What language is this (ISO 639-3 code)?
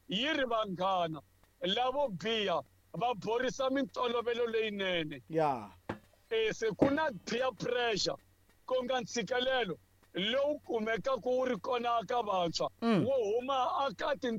tso